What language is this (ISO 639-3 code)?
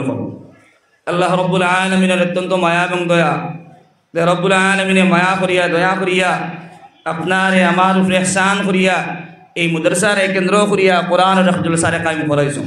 syl